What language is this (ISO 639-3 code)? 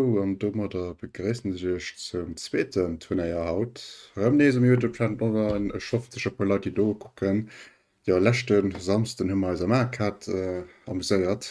ltz